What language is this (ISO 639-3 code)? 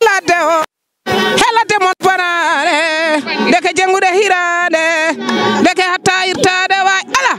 ful